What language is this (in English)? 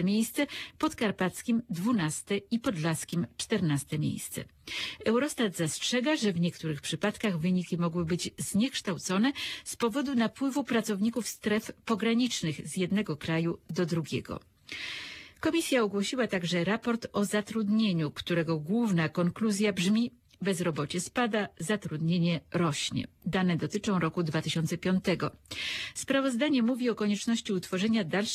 Polish